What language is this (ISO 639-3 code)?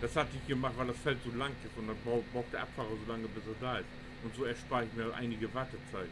nds